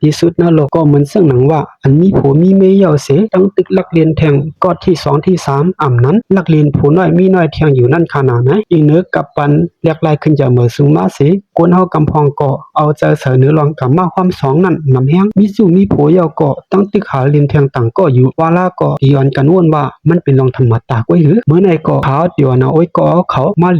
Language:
Shan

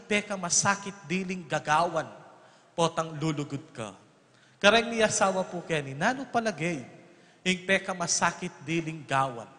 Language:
Pampanga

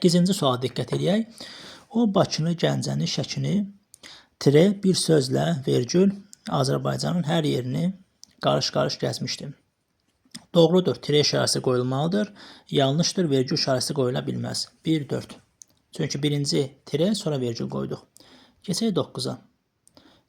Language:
Azerbaijani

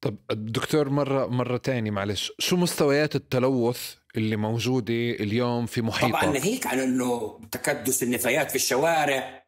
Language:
North Levantine Arabic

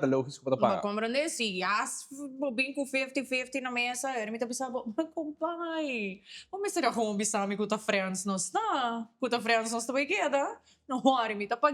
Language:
Papiamento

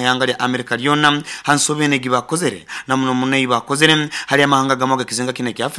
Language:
Nyoro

